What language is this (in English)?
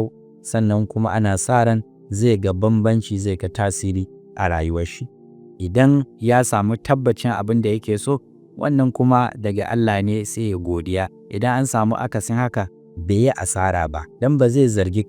Hausa